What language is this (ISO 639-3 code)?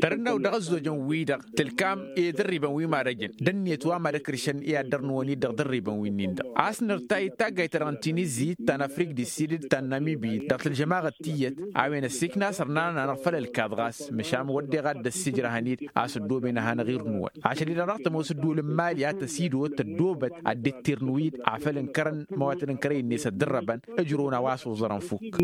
taq